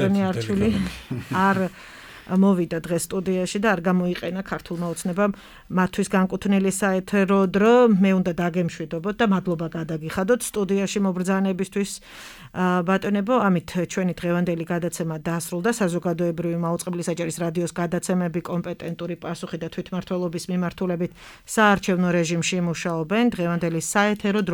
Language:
Georgian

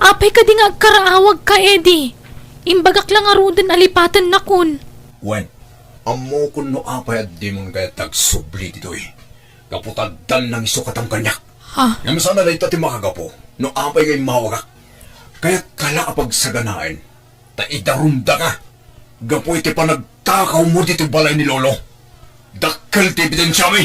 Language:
Iloko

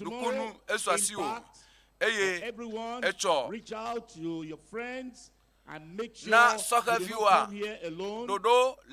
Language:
Ewe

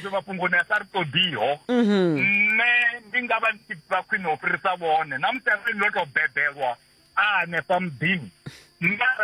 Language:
Venda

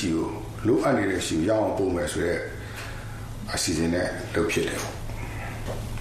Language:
Burmese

